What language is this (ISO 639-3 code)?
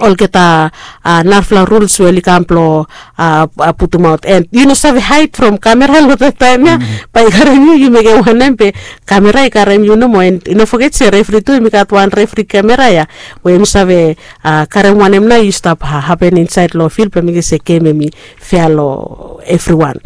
bis